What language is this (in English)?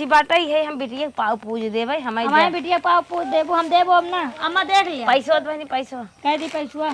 Awadhi